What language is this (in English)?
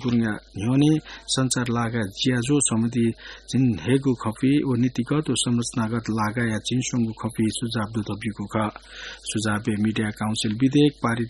Newari